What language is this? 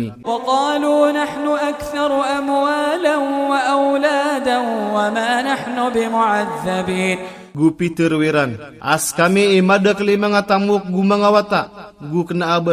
Iranun (Philippines)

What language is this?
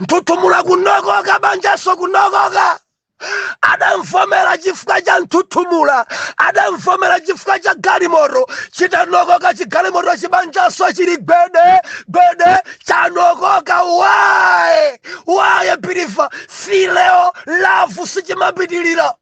Nyanja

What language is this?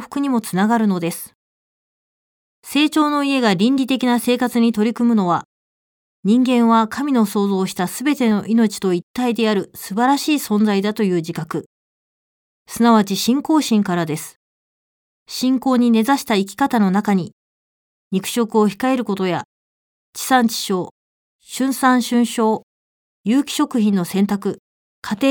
Japanese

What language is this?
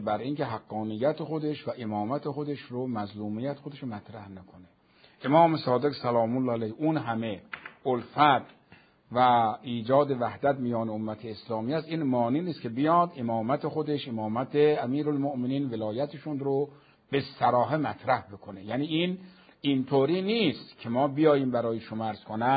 Persian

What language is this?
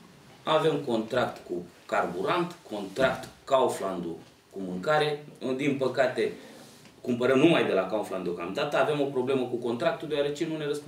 Romanian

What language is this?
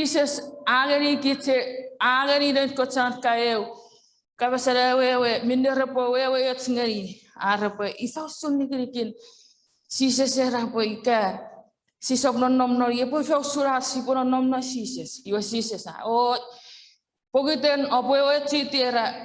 Chuukese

